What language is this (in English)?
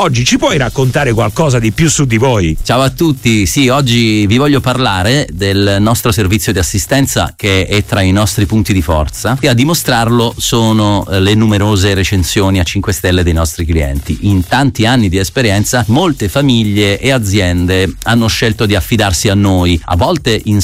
Italian